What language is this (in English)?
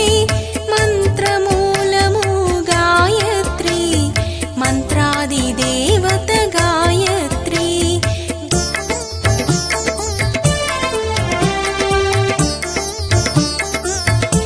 Telugu